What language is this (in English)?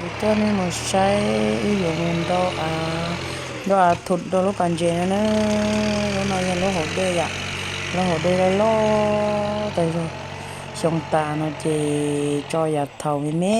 Hmong